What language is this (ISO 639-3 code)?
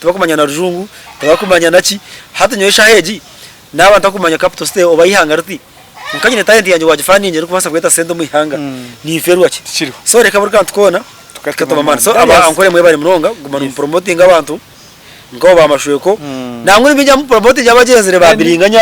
nyn